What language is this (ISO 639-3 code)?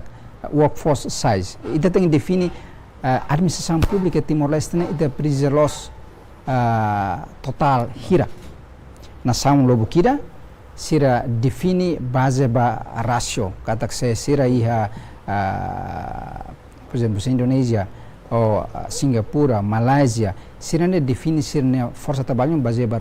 tet